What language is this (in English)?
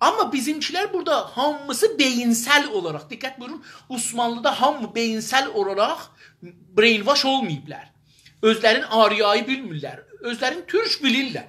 South Azerbaijani